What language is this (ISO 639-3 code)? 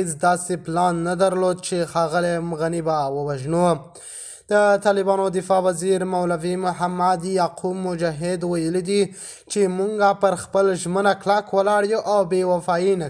pus